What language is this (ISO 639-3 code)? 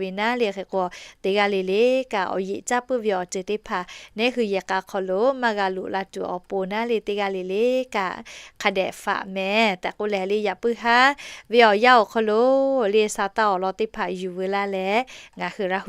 lhu